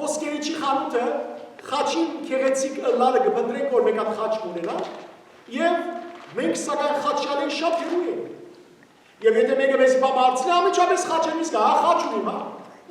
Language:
Western Armenian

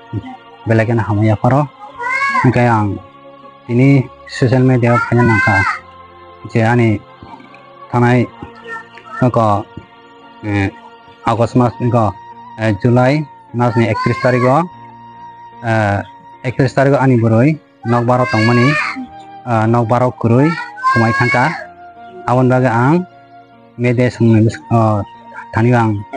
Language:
Riang (India)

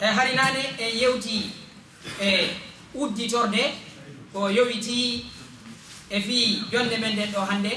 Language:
Fula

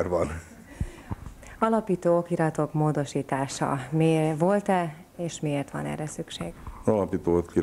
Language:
Hungarian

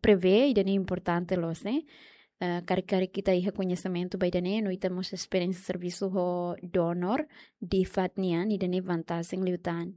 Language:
Tetum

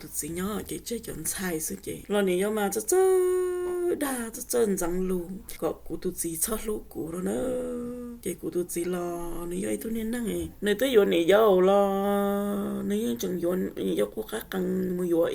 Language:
Hmong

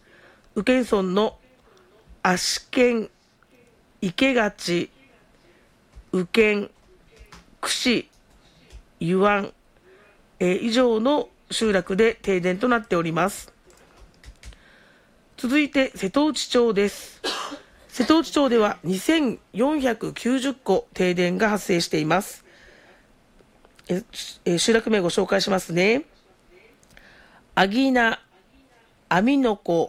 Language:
Japanese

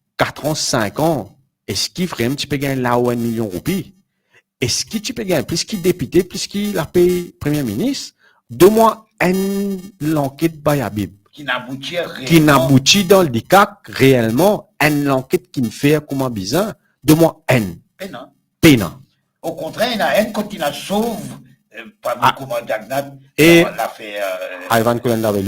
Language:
Morisyen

